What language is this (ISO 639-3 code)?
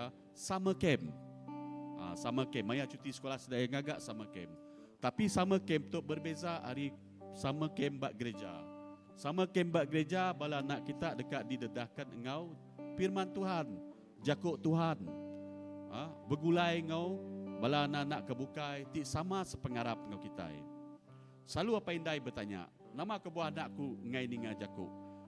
iba